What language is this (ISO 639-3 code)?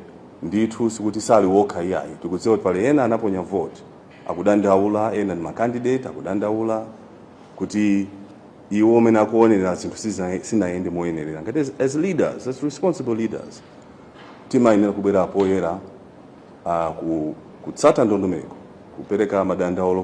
nya